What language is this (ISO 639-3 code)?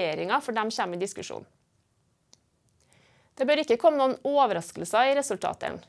nor